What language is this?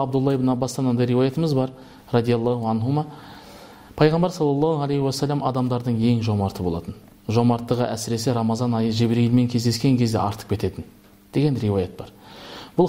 Kazakh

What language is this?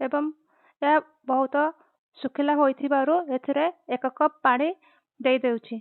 Odia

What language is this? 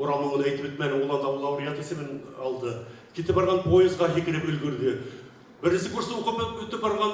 Bashkir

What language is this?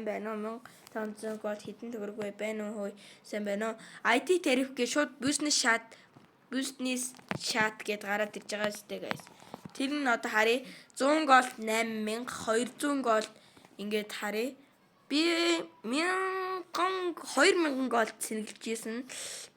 Mongolian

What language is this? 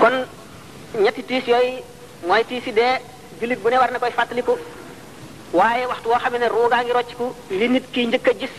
Wolof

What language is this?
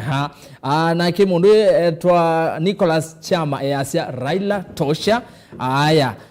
Kamba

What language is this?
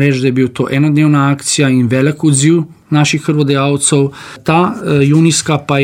Slovenian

